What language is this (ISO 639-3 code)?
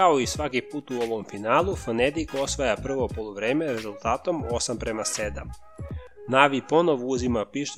srp